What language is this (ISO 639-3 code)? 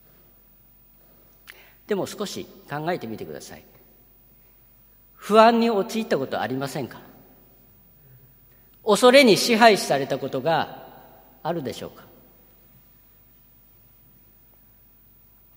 jpn